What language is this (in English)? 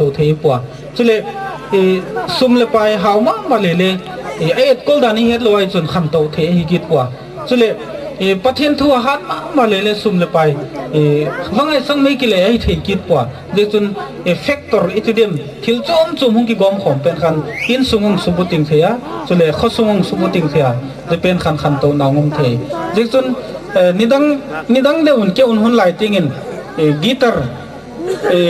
Gangte